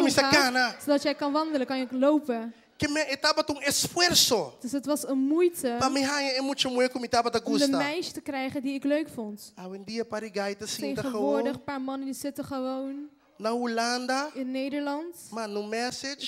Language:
Papiamento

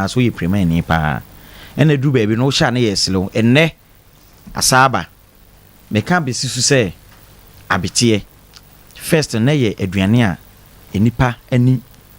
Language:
Akan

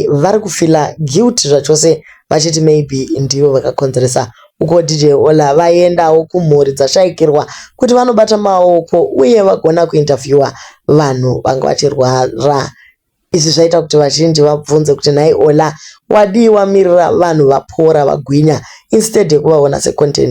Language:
Shona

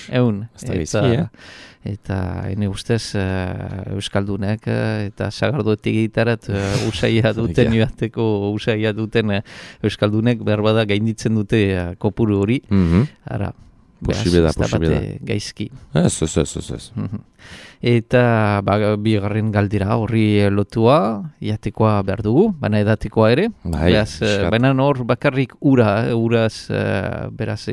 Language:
Basque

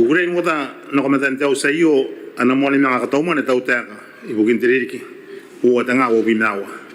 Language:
Gilbertese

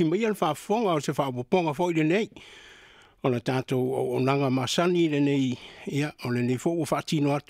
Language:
Samoan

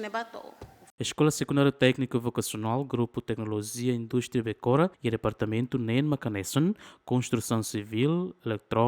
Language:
Tetum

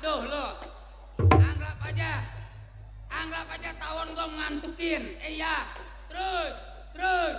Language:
Betawi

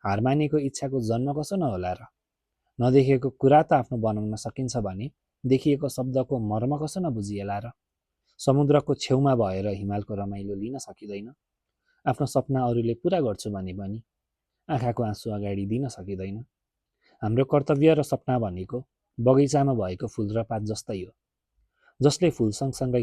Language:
Nepali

